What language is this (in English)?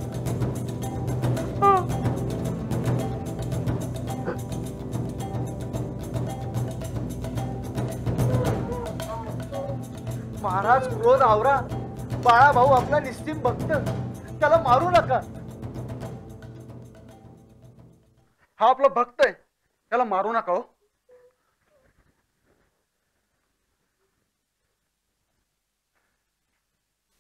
Marathi